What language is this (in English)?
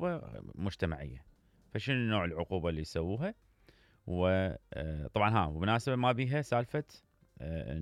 Mesopotamian Arabic